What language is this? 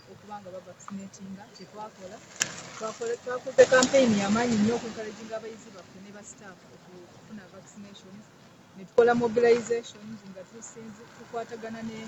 Ganda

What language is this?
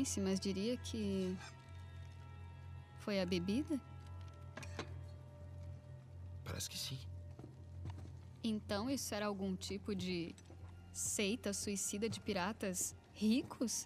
Portuguese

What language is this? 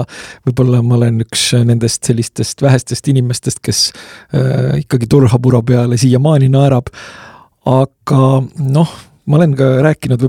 Estonian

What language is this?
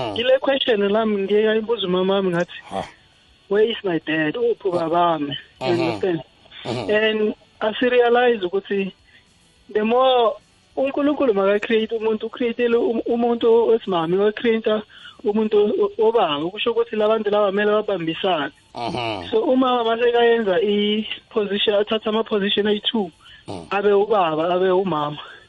South Ndebele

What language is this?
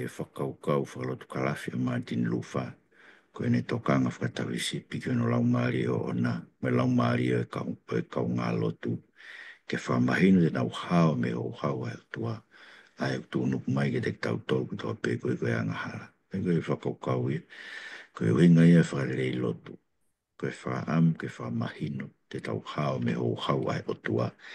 Tongan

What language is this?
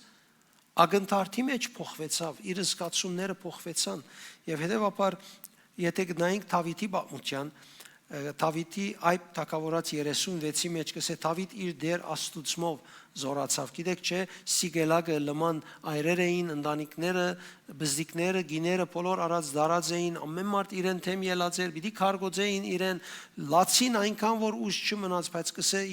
Western Armenian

